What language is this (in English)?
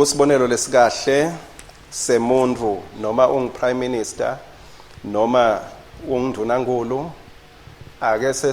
Swati